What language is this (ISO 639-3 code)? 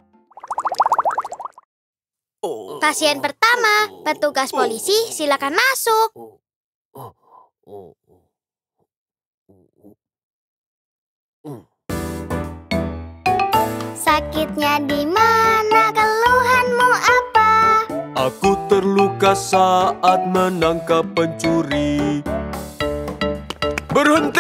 ind